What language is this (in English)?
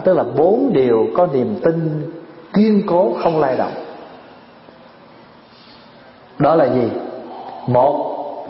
Vietnamese